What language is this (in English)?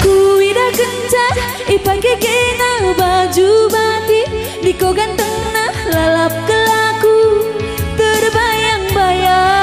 Batak Karo